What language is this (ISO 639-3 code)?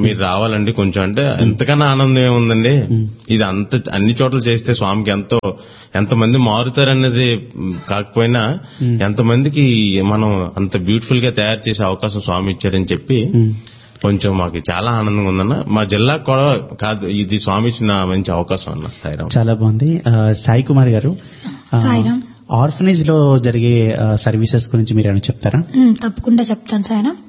tel